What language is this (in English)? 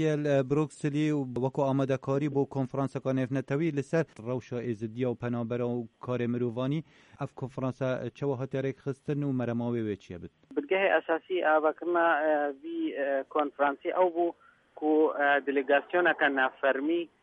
Kurdish